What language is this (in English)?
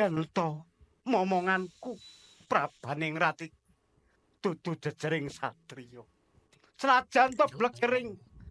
Javanese